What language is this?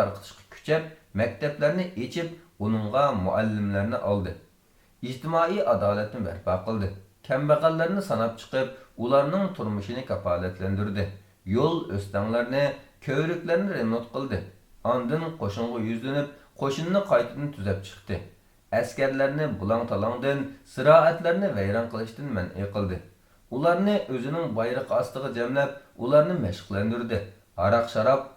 Uyghur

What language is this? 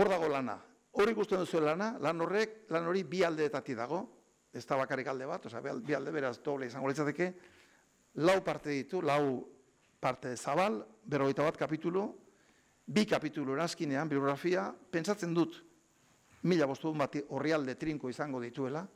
Basque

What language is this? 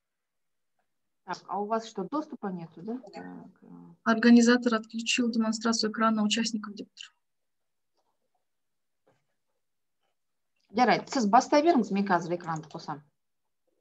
Kazakh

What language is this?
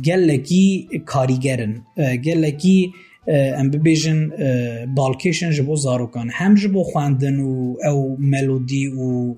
Kurdish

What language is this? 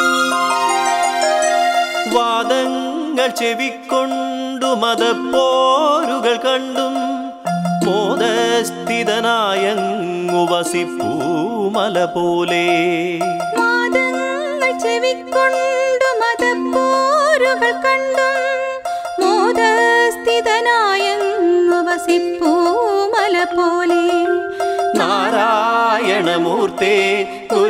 Malayalam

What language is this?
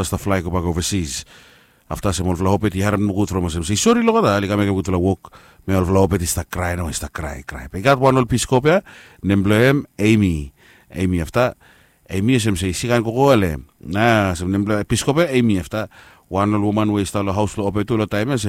Bislama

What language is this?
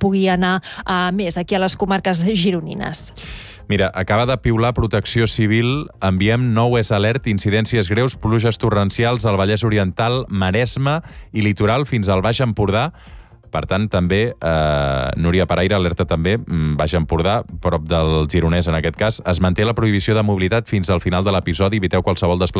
Catalan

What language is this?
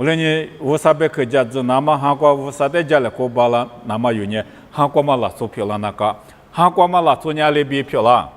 Lisu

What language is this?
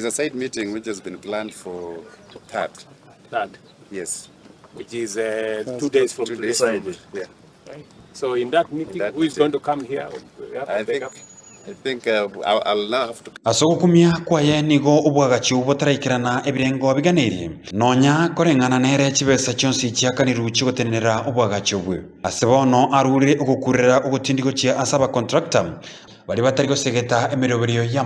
Gusii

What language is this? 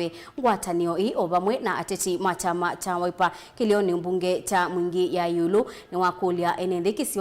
Kamba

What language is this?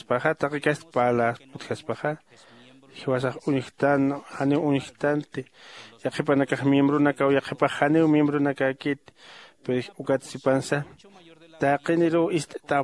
Aymara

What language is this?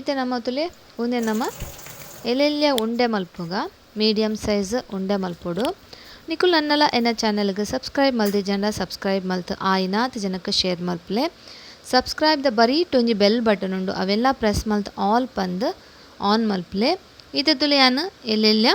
Tulu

